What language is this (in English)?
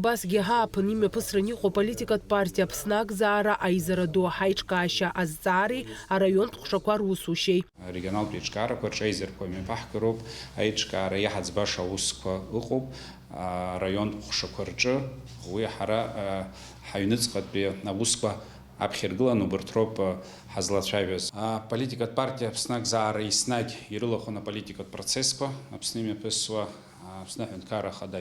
Abkhazian